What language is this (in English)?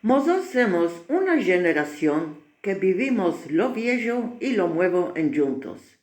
Ladino